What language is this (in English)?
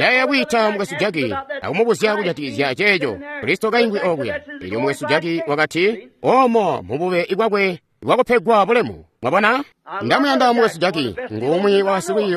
Tonga (Zambia)